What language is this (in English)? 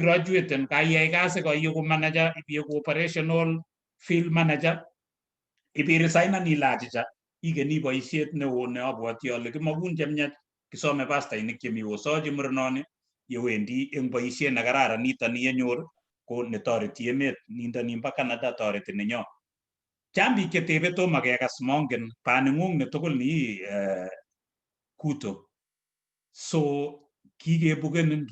Kalenjin